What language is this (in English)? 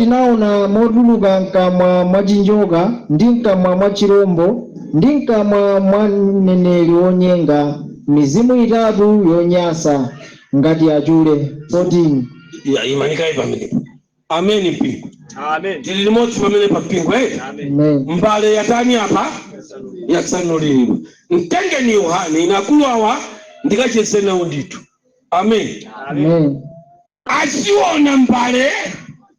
Nyanja